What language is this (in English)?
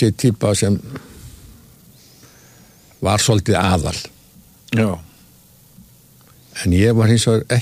Icelandic